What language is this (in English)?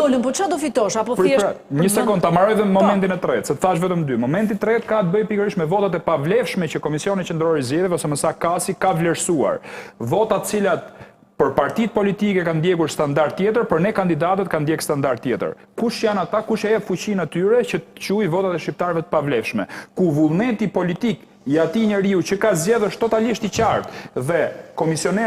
Albanian